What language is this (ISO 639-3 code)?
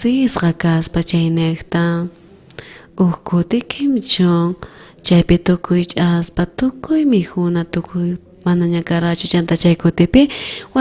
quh